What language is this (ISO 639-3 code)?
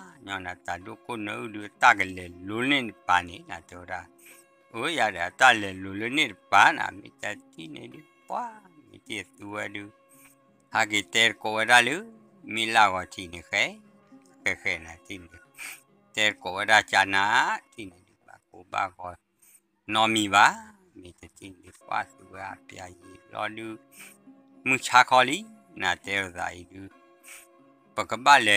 ksw